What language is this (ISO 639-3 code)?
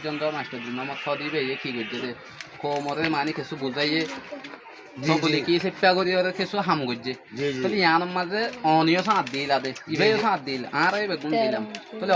rhg